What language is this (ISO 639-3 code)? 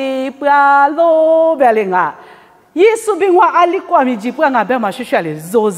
lis